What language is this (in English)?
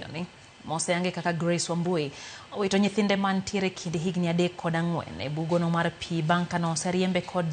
Luo (Kenya and Tanzania)